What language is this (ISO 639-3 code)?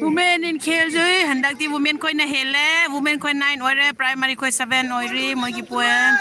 mni